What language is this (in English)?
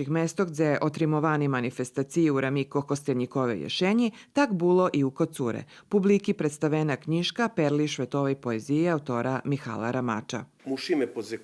Rusyn